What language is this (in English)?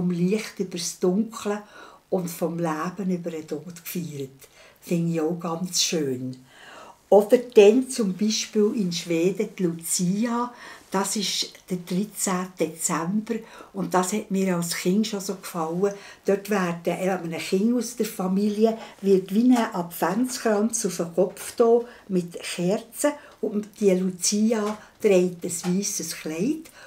Swiss German